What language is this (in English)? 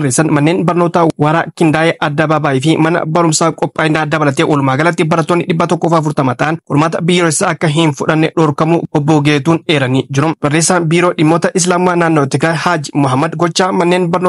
Oromo